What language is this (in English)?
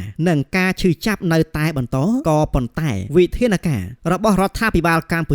Khmer